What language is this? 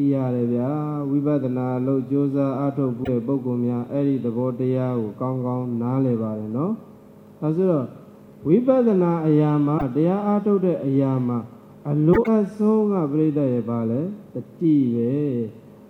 Burmese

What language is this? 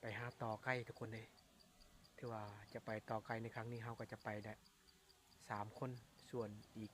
Lao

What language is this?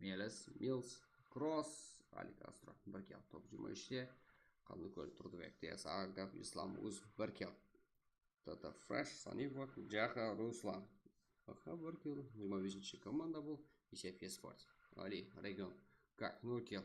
Kara-Kalpak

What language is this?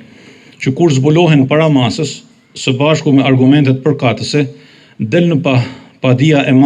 Albanian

